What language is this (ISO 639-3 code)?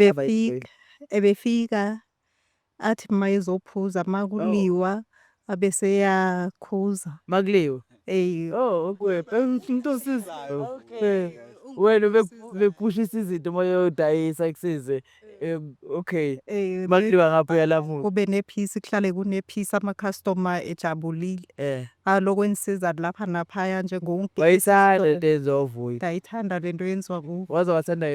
zul